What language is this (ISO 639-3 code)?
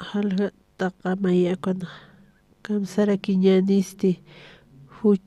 aym